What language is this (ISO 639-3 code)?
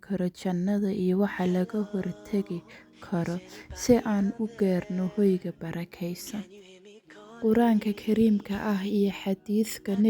som